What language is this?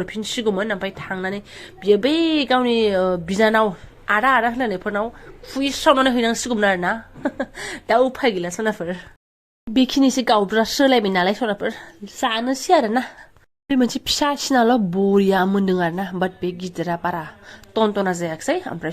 Bodo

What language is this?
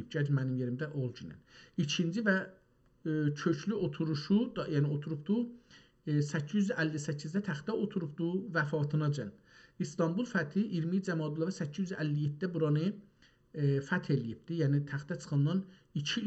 South Azerbaijani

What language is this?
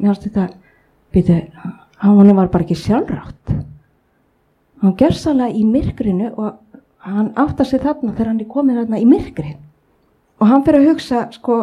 Icelandic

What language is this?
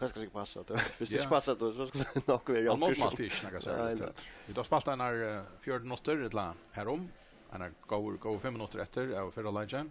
Faroese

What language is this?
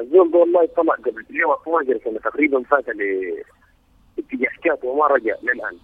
Sudanese Arabic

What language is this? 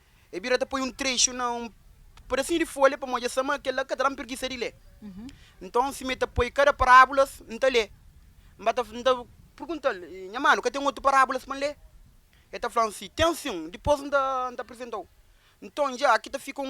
Kabuverdianu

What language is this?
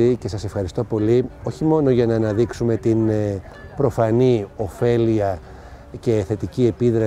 Greek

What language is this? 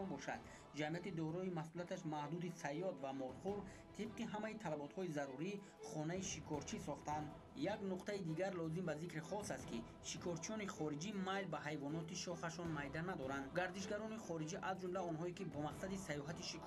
Tajik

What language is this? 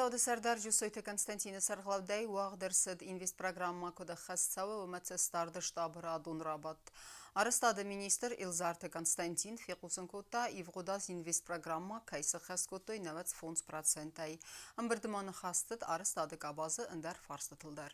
Ossetic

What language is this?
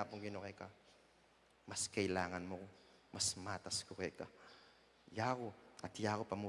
Pampanga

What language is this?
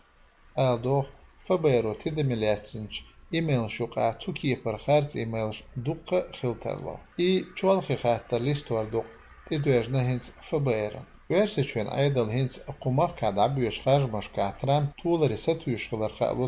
Chechen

